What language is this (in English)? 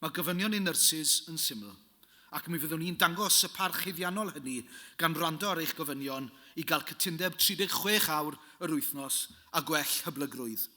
Welsh